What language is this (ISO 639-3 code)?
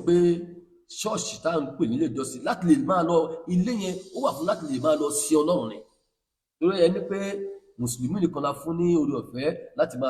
yor